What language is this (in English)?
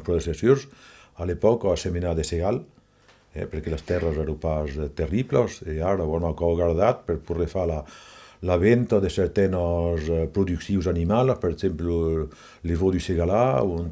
Occitan